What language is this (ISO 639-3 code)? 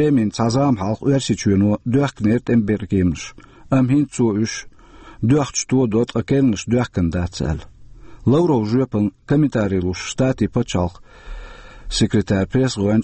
che